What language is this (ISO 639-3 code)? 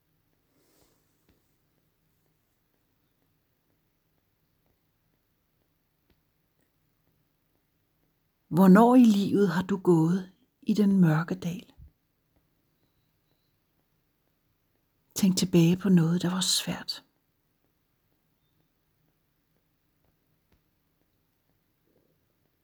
dan